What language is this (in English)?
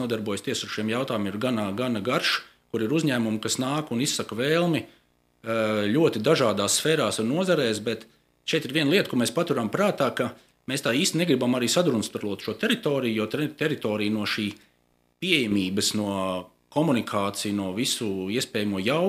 Latvian